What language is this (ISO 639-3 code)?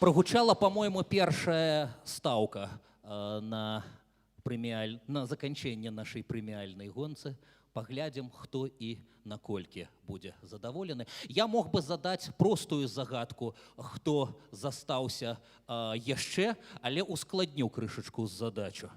bel